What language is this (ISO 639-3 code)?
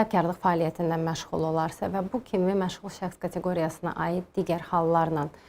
aze